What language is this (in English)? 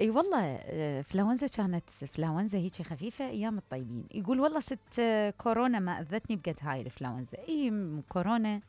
Mesopotamian Arabic